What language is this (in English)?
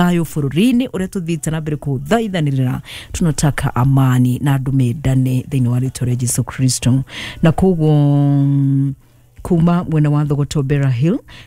Kikuyu